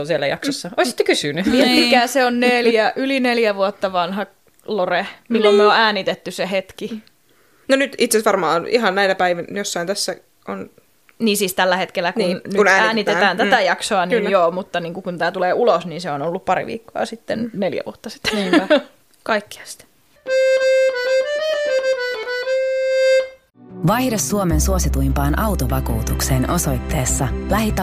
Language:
Finnish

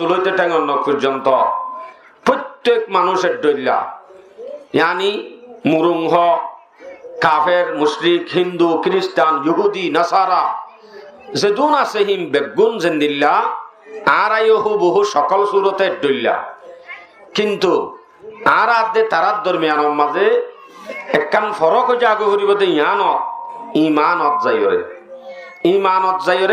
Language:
Rohingya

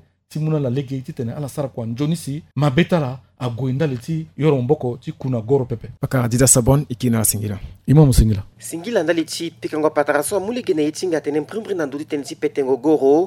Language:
Sango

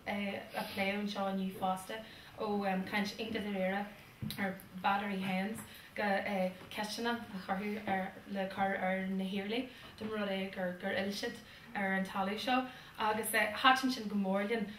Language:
Irish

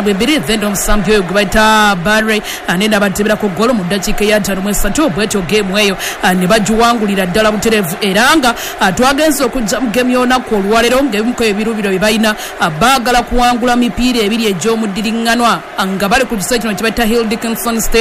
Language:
Ganda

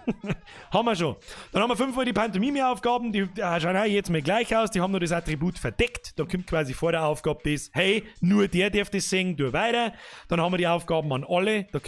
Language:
Bavarian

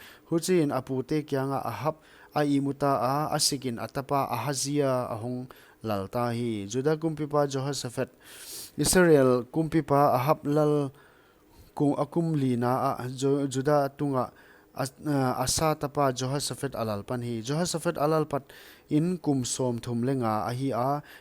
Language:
Paite Chin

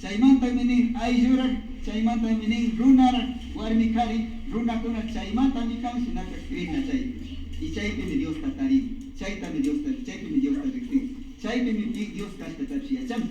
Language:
Imbabura Highland Quichua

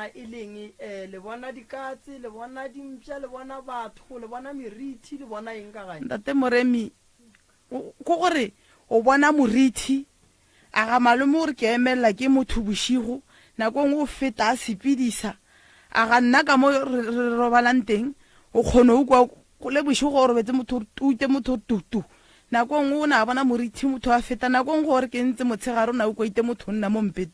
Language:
Northern Sotho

